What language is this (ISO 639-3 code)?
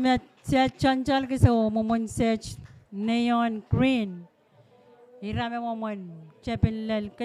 pon